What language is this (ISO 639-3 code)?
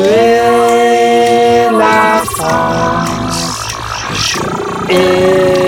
fra